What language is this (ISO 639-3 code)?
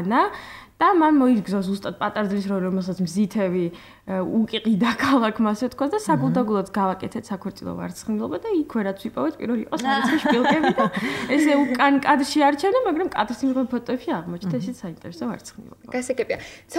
kat